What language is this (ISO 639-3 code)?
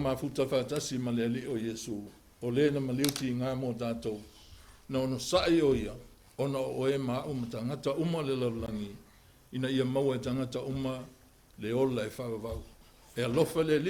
smo